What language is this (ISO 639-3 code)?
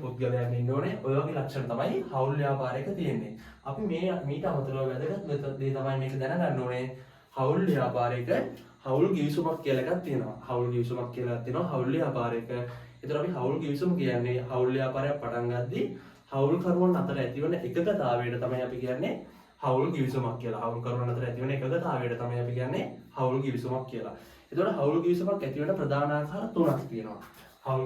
sin